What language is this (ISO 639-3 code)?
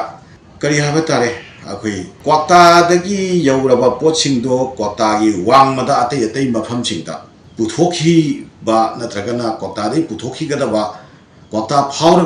mni